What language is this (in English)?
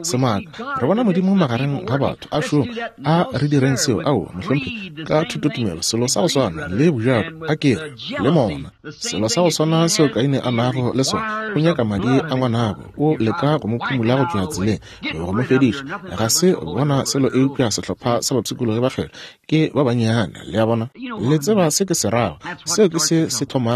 Northern Sotho